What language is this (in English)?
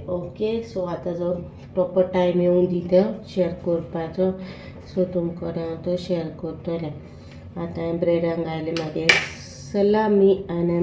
Konkani